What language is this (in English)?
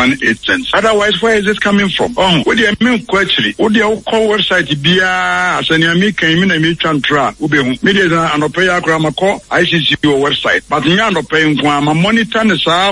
Akan